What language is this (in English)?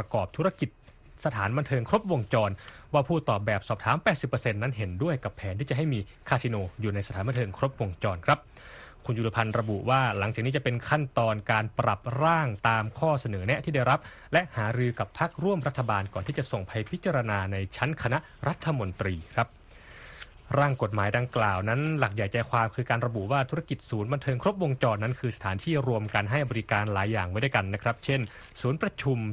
Thai